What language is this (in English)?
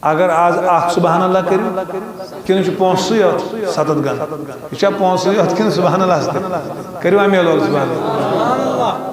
Kashmiri